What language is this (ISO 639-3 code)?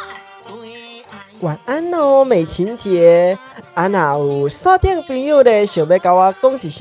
nan